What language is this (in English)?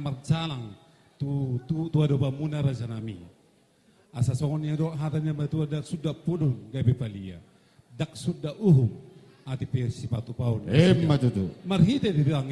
Batak Toba